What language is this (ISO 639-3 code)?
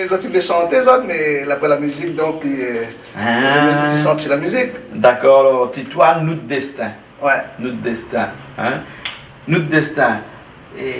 rcf